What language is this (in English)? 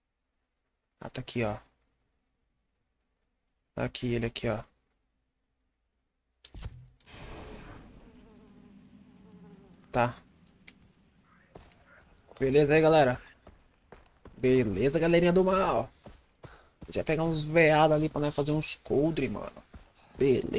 Portuguese